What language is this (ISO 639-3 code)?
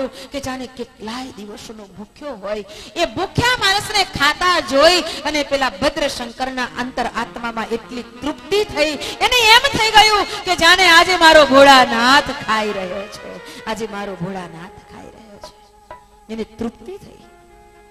guj